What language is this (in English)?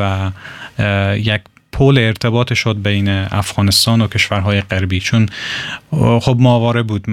Persian